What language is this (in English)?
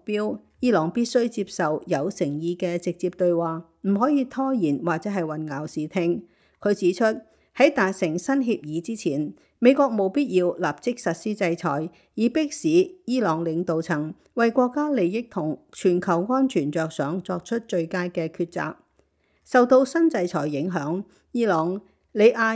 Cantonese